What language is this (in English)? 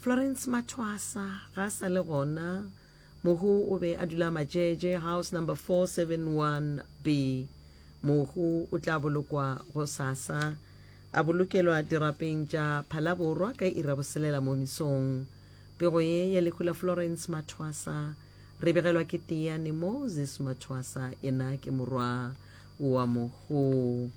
Northern Sotho